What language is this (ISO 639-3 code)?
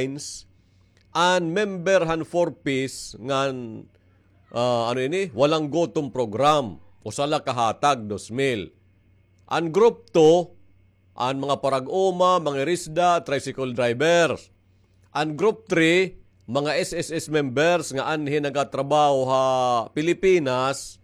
war